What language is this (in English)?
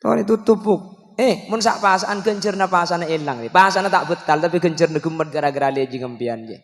Madurese